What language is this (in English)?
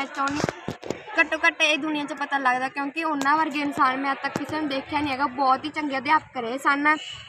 Punjabi